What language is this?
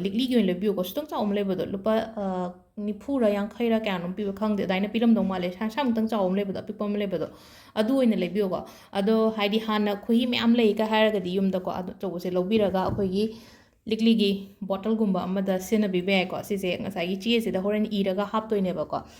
Manipuri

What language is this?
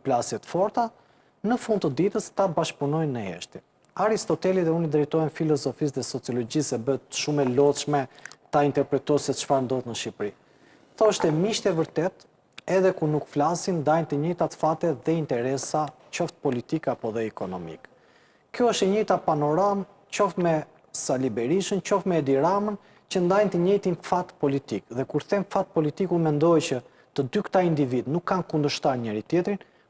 Albanian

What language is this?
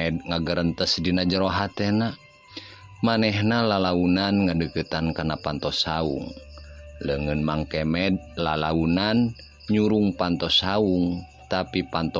Sundanese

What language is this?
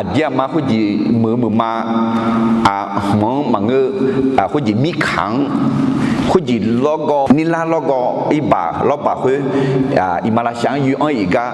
Akha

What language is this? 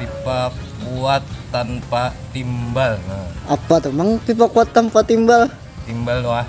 Banjar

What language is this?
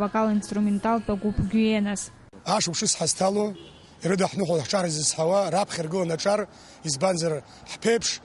Abkhazian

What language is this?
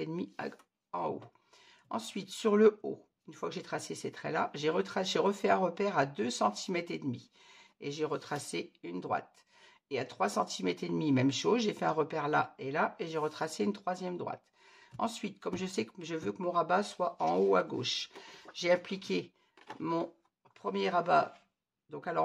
French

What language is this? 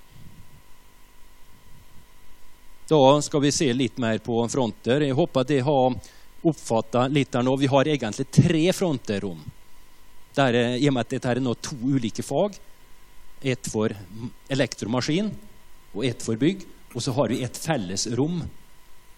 Norwegian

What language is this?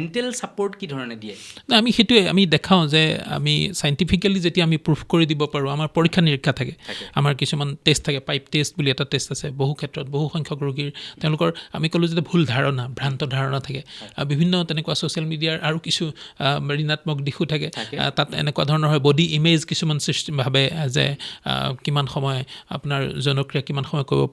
Assamese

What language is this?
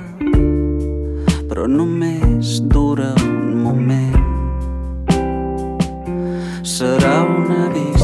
Catalan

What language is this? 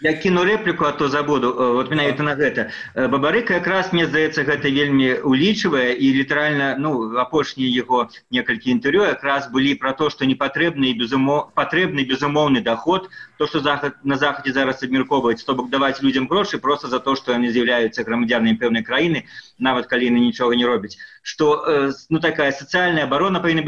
Belarusian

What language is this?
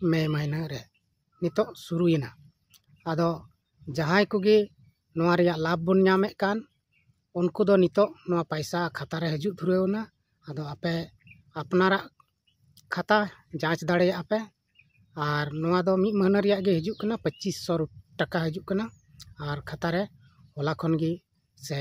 Santali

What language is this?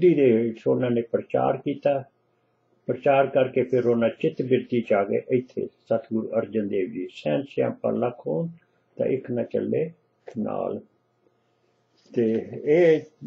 Punjabi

